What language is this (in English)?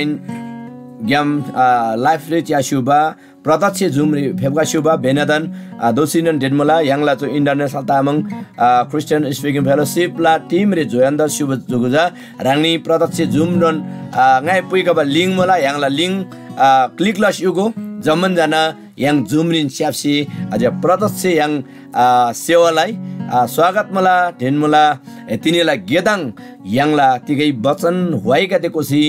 Eastern Tamang